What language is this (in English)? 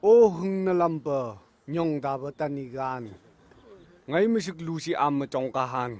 Phom Naga